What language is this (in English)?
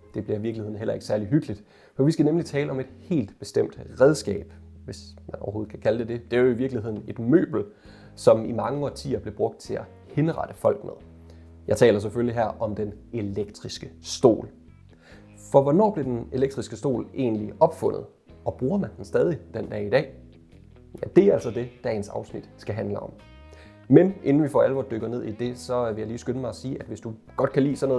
Danish